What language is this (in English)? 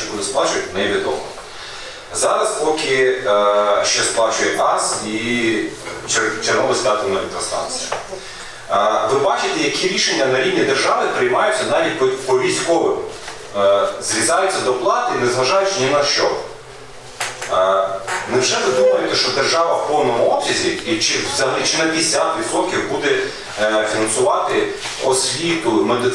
Ukrainian